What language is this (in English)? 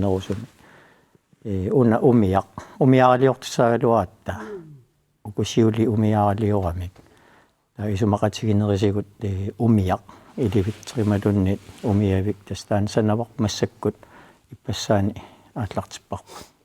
Kalaallisut